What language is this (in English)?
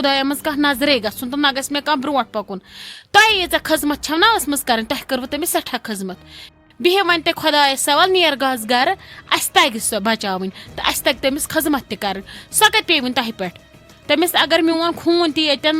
Kashmiri